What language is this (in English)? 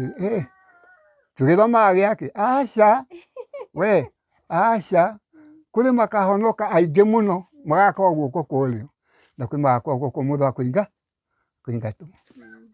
Kikuyu